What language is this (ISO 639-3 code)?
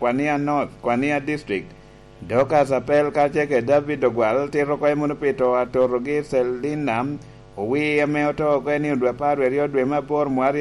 laj